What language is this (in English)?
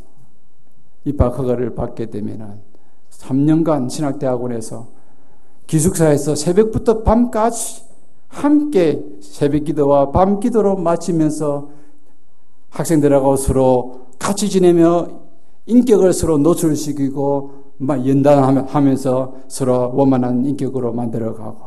Korean